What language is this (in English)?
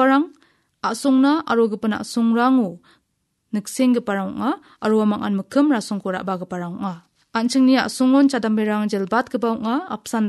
Garo